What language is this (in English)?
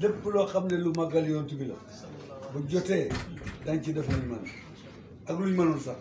Wolof